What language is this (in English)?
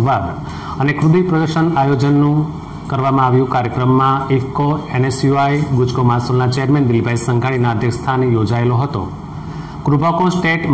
Gujarati